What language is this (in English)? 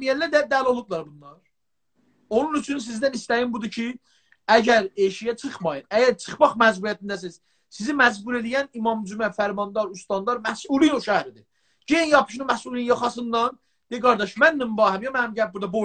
South Azerbaijani